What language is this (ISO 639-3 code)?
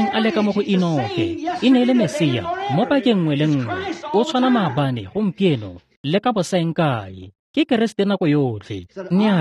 tsn